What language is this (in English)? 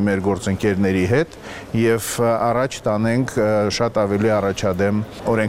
Armenian